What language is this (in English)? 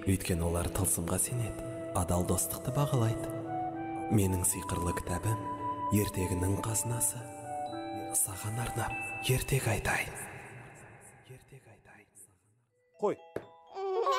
Kazakh